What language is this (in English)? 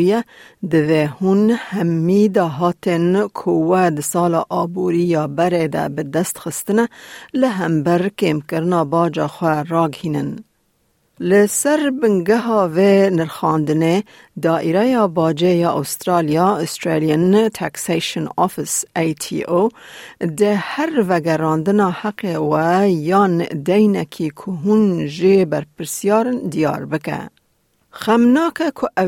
Kurdish